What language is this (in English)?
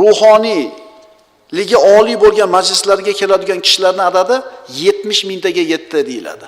Uzbek